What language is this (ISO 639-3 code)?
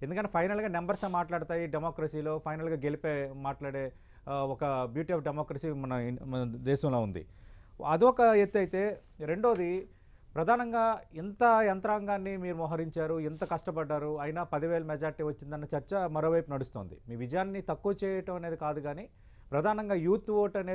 tel